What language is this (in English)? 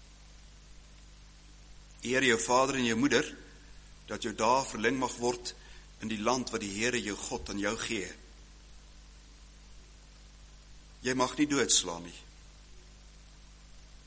Afrikaans